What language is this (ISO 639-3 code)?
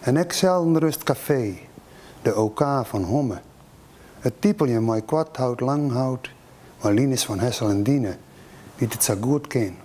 fry